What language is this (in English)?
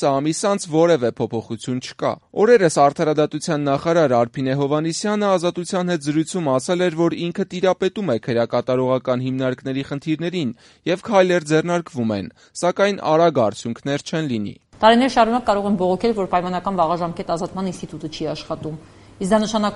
Armenian